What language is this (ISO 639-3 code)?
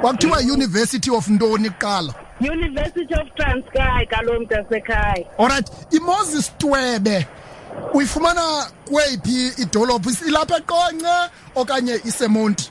xho